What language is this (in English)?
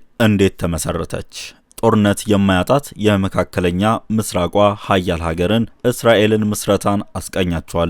Amharic